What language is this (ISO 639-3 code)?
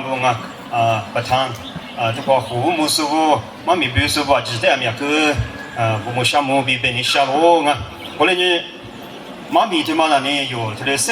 lis